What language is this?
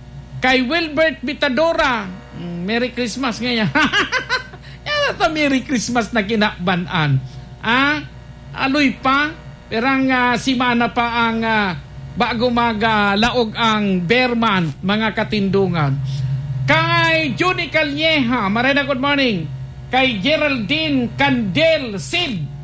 Bikol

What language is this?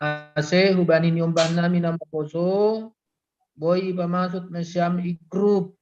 Batak Simalungun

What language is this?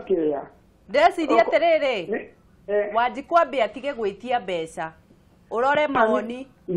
Kikuyu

